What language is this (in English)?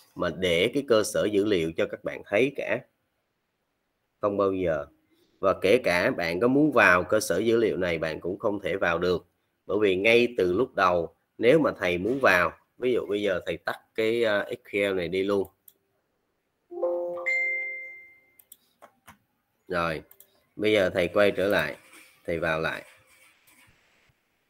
Vietnamese